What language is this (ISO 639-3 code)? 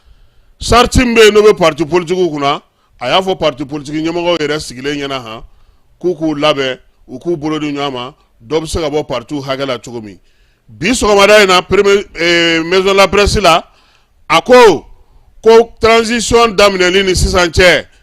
bam